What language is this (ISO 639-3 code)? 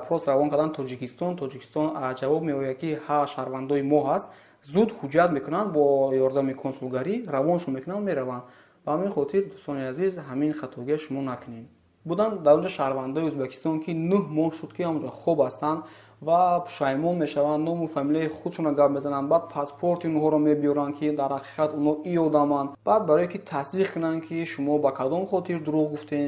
tgk